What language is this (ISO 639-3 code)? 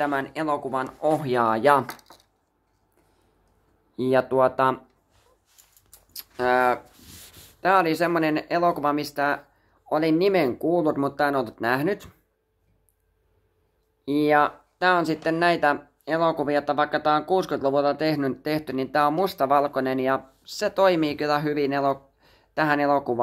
fin